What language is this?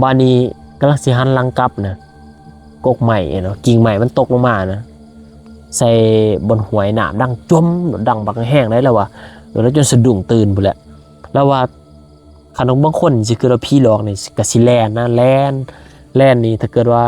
Lao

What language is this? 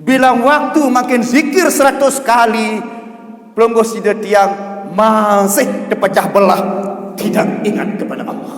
Sasak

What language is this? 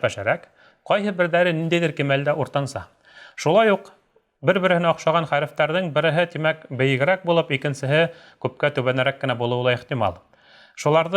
Bashkir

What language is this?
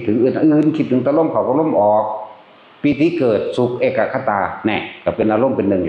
Northeastern Thai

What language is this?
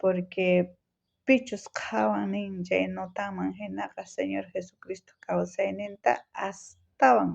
South Bolivian Quechua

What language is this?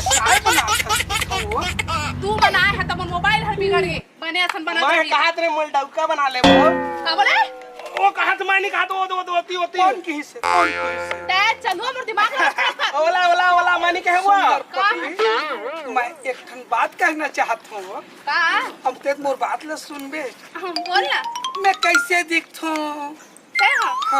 Chhattisgarhi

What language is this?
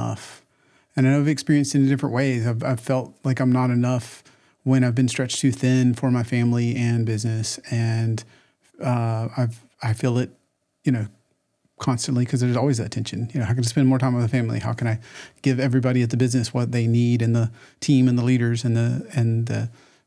English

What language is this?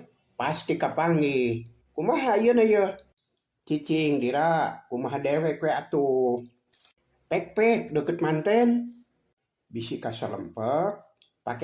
Sundanese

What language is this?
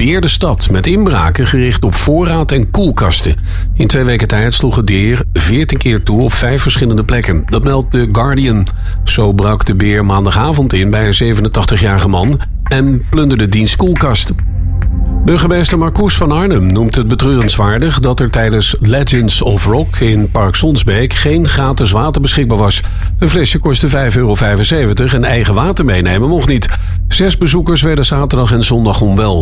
Dutch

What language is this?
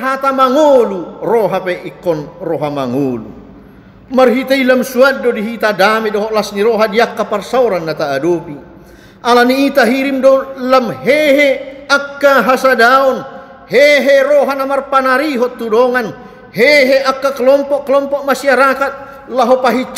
Batak Toba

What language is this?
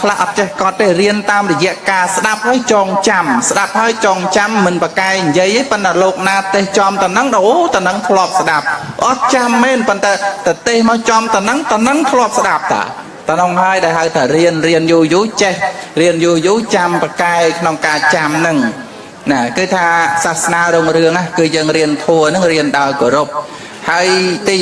Khmer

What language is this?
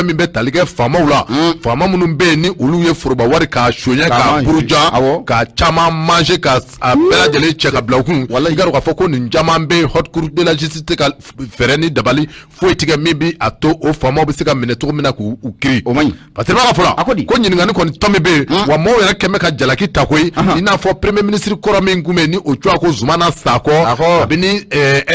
Bambara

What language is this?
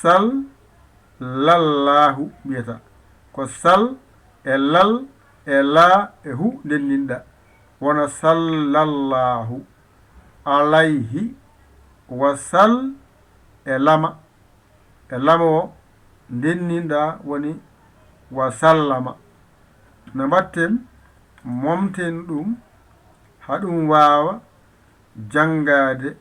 Fula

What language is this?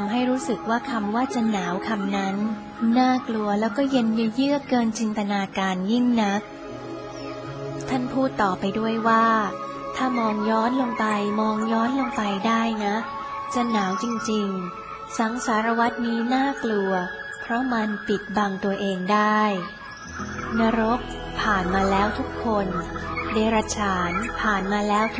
Thai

